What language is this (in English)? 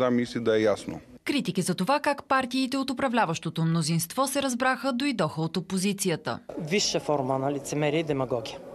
Bulgarian